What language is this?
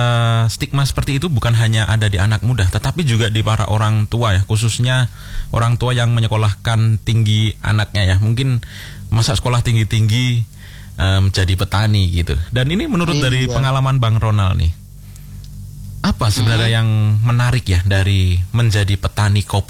Indonesian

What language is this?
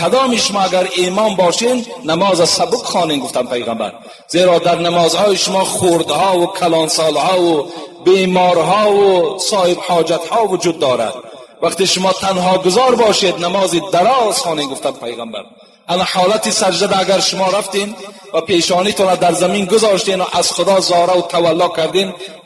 Tajik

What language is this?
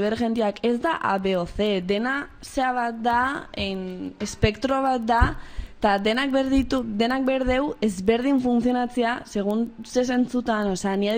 Basque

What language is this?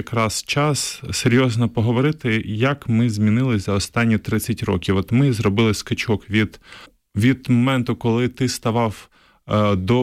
Ukrainian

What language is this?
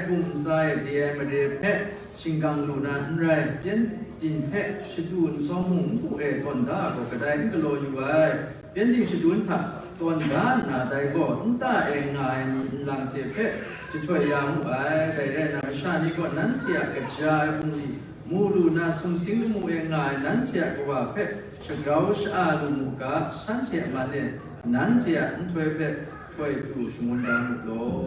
Kachin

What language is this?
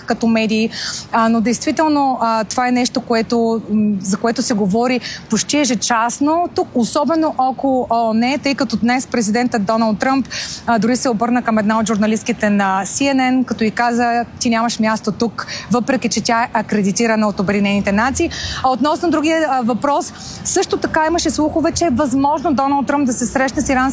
Bulgarian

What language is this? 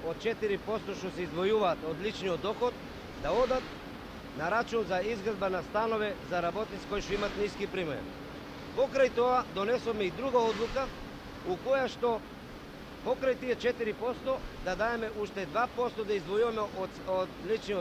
Macedonian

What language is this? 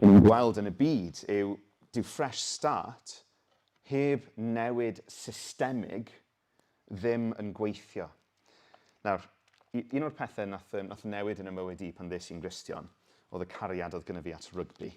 Welsh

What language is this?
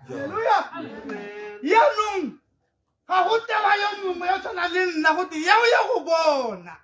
Tswana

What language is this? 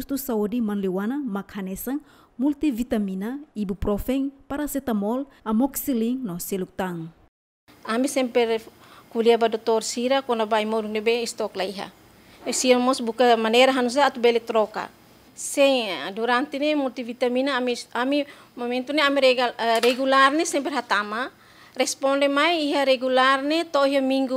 Tetum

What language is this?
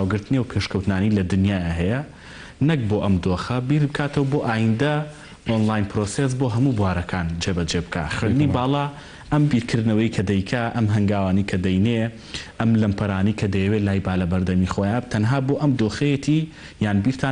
Central Kurdish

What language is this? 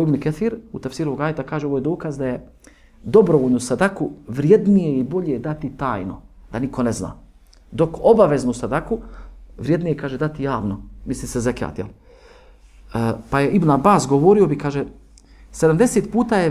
Bosnian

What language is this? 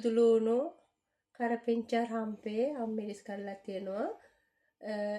Sinhala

